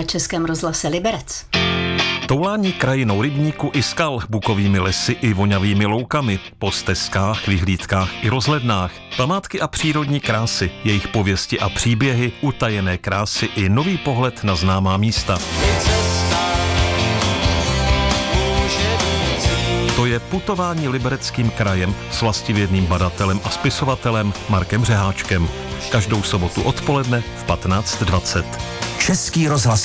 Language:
Czech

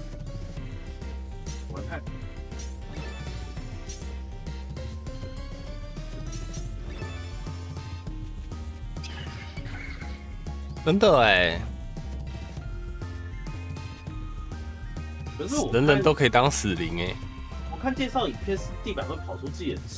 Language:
Chinese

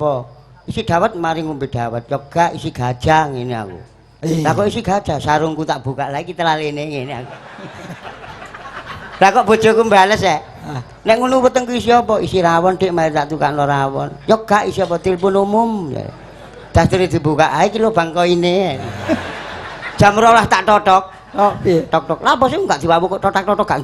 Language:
Javanese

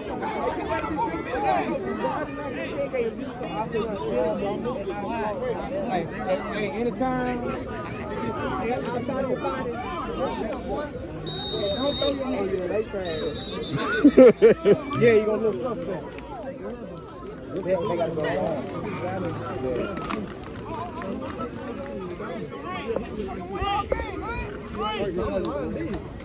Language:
English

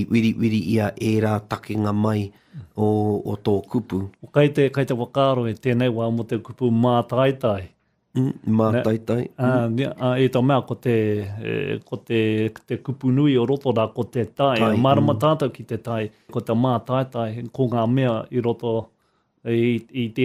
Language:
Māori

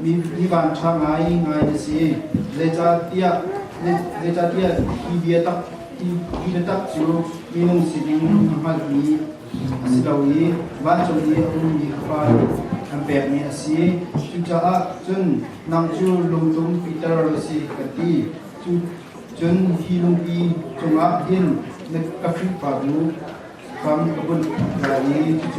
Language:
Hakha Chin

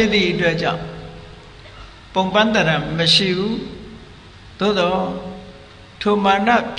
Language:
Burmese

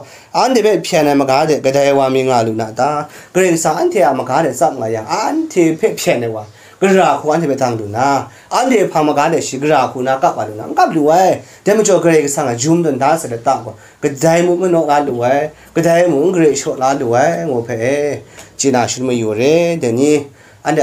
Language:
Kachin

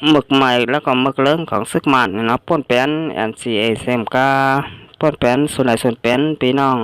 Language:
Shan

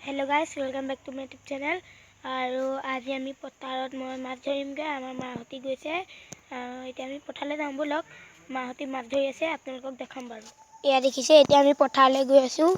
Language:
Assamese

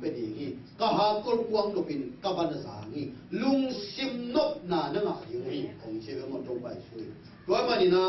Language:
Tedim Chin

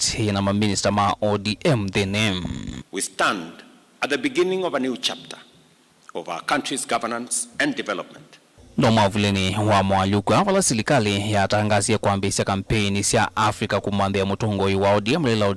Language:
Kamba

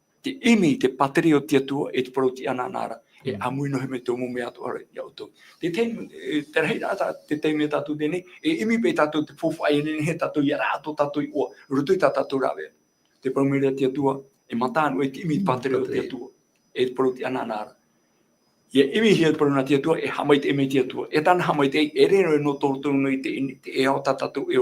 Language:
Tahitian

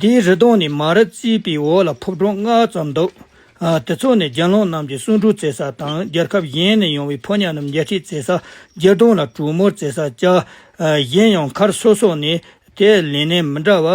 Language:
Tibetan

